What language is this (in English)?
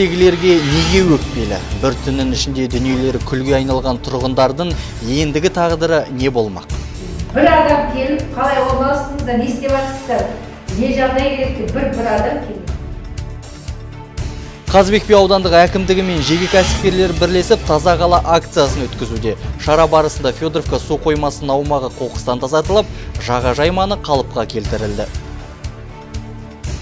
Kazakh